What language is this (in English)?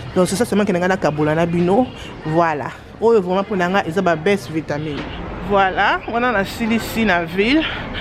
Lingala